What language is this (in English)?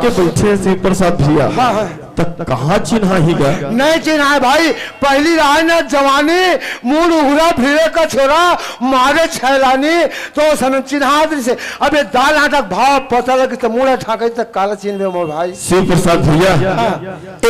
Chhattisgarhi